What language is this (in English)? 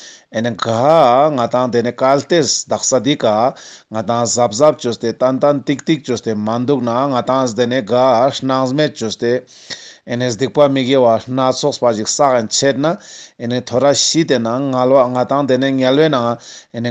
Ladakhi